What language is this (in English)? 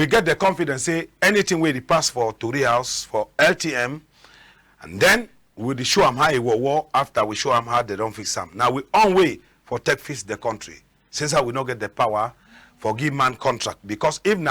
Cameroon Pidgin